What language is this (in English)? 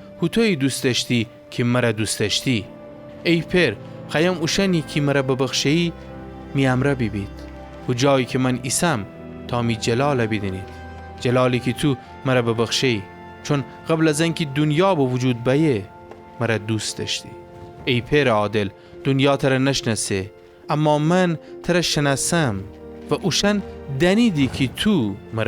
Gilaki